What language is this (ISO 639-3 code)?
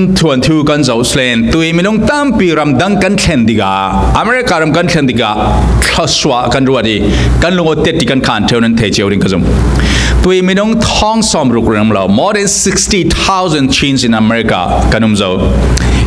cfm